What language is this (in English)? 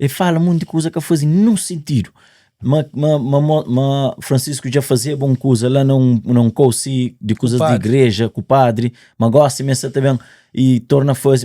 Kabuverdianu